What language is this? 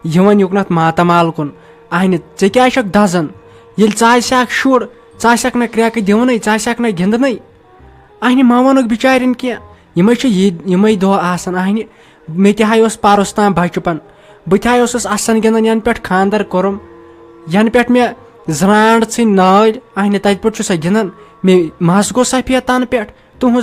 Kashmiri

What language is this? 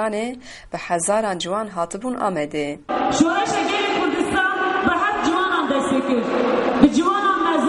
Kurdish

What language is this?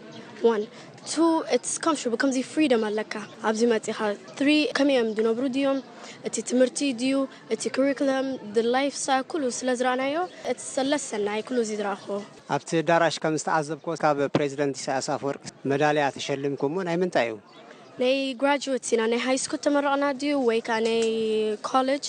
Tigrinya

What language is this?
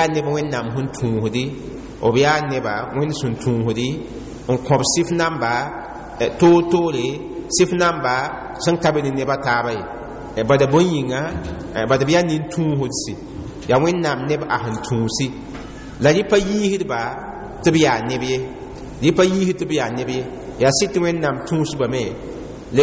Mossi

